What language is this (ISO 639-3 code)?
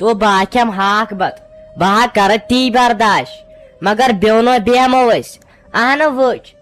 kas